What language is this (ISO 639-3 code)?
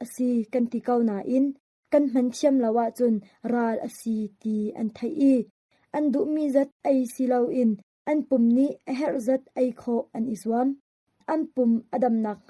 cnh